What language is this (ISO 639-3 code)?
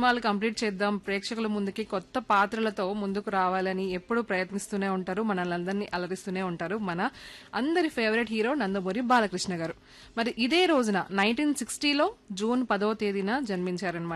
tel